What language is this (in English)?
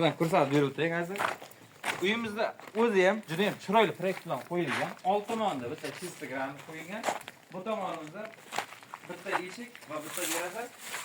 Uzbek